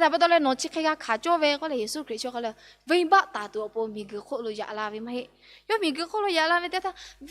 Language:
Lahu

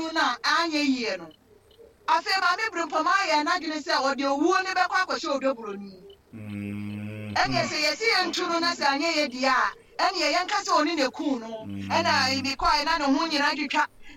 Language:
Akan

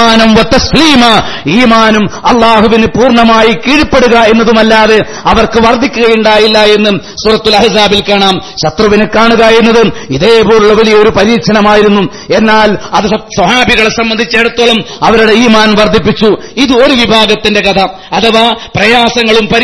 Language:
Malayalam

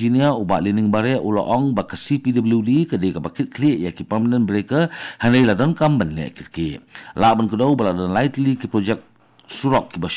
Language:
Khasi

